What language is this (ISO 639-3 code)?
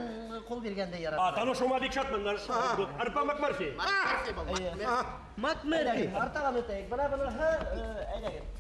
bak